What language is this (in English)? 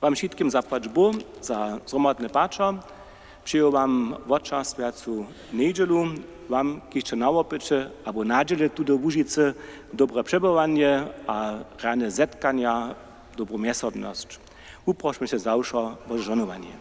Upper Sorbian